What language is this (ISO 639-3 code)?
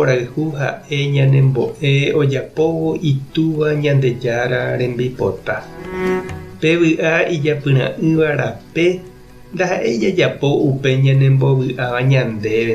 grn